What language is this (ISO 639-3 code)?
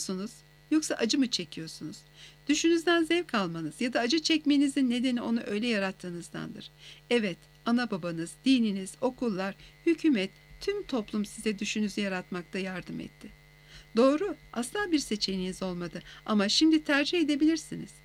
tur